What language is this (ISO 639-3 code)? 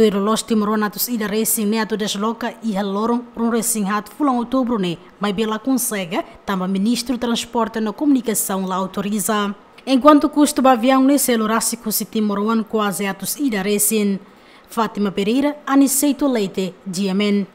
tet